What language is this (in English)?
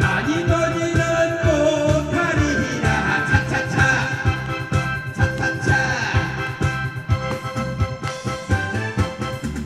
Korean